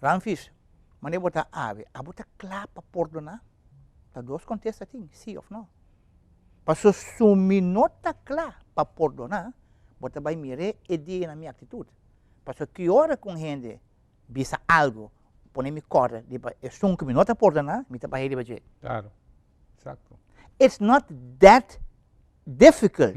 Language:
Papiamento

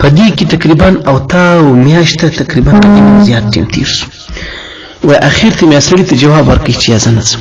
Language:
Pashto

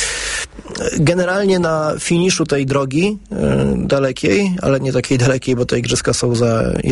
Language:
Polish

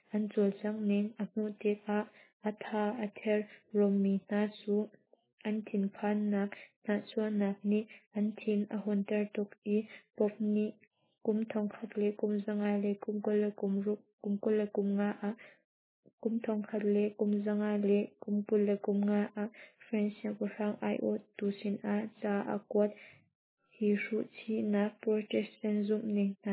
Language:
Hakha Chin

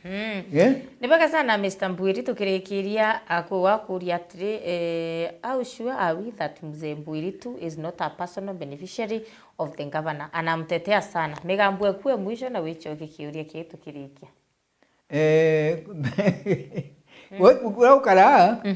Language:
Meru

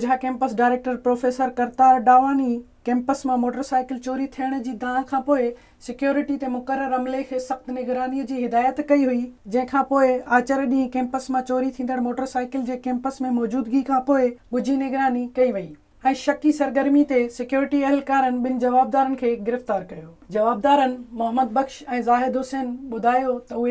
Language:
Sindhi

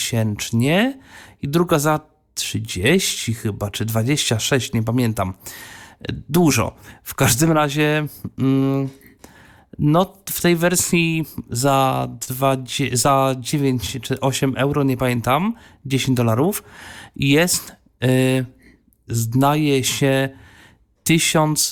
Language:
Polish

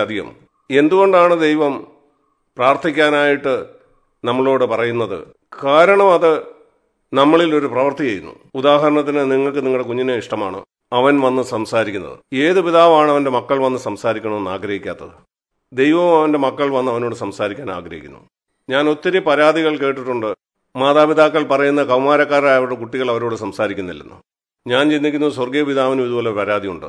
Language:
Malayalam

